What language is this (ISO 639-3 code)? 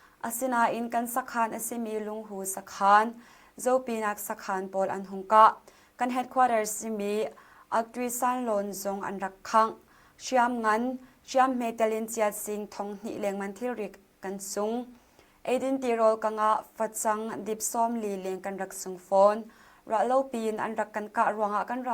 cnh